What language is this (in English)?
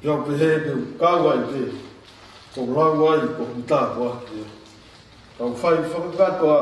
Tongan